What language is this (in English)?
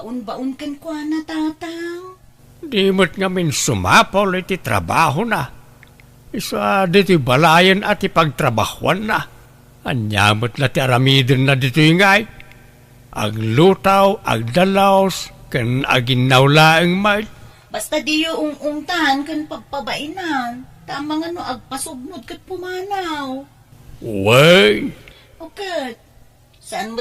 Iloko